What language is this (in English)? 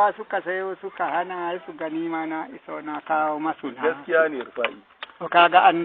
Hausa